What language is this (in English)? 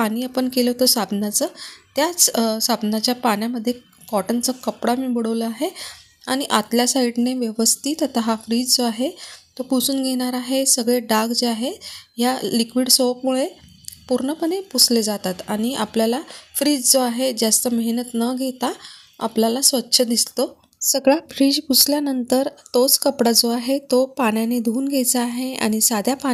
Marathi